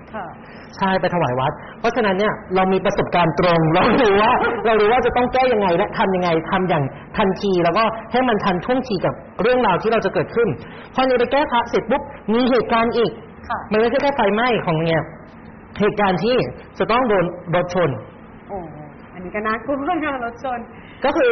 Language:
Thai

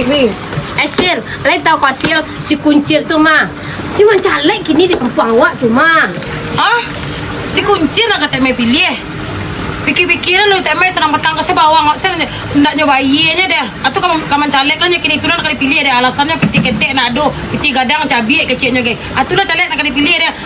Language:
Minangkabau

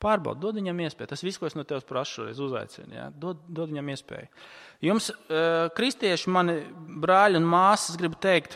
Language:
Latvian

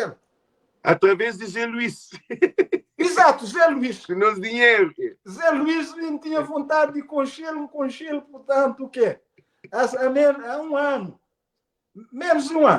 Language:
Kabuverdianu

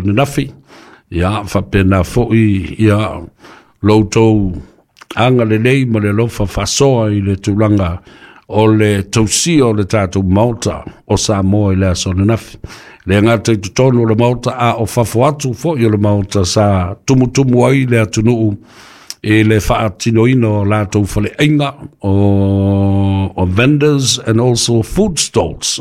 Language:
Samoan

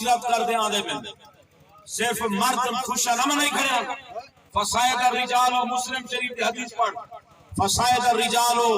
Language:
Saraiki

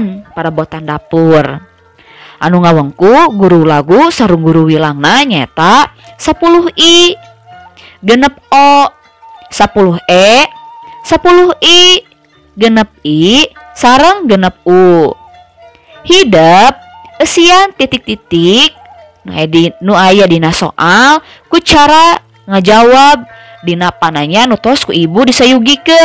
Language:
Sundanese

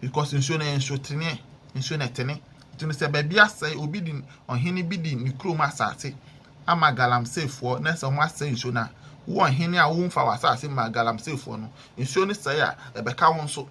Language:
Akan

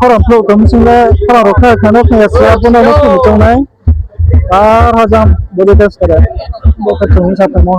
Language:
Riang (India)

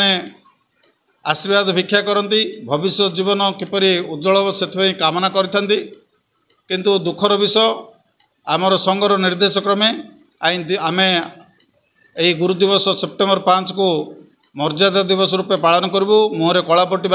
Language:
Odia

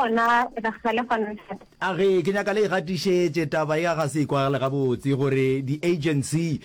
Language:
Northern Sotho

